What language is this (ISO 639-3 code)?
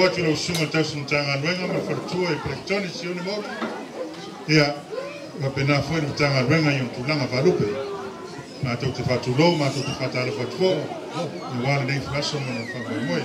smo